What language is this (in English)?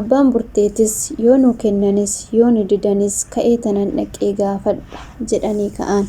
Oromo